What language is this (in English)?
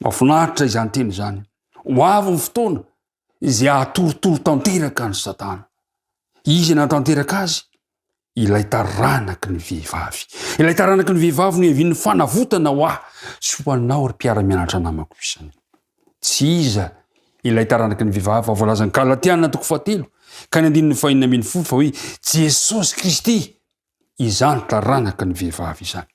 Malagasy